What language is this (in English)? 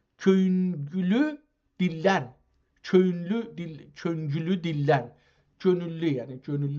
South Azerbaijani